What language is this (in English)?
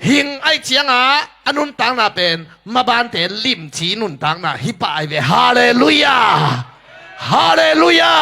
Tedim Chin